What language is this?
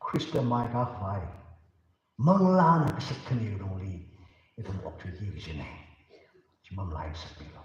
Tangkhul Naga (India)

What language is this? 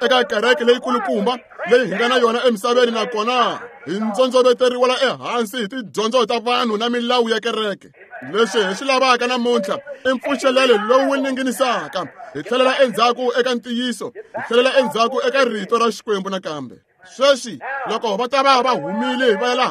Tsonga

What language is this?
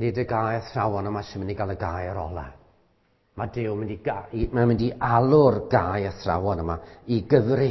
Welsh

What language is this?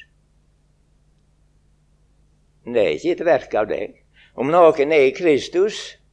Norwegian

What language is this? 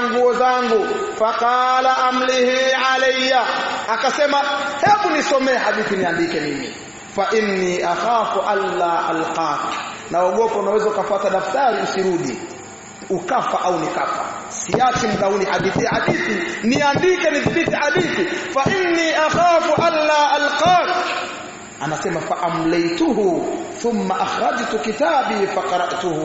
Swahili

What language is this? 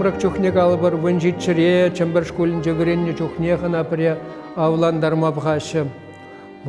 Chuvash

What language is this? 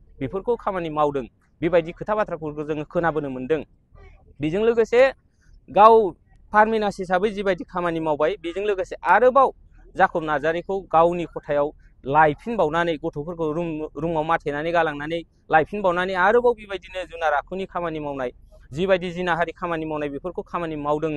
Bodo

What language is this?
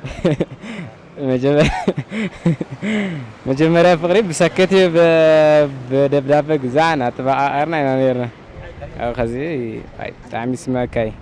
Tigrinya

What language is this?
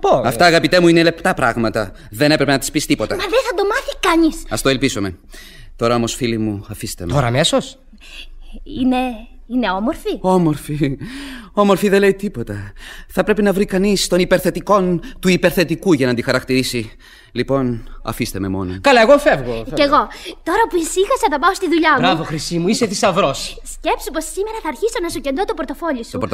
Greek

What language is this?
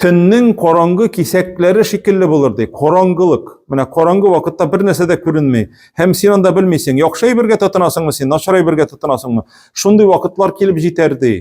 Tatar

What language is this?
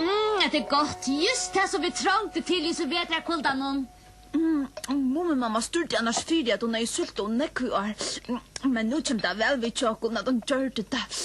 Faroese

